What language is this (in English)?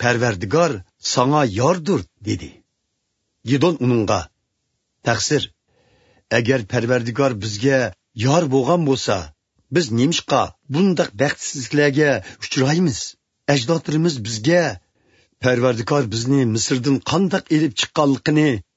Uyghur